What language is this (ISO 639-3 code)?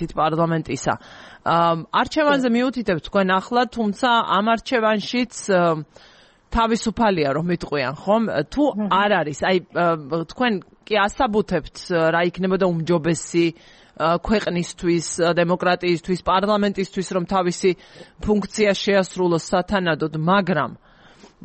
kat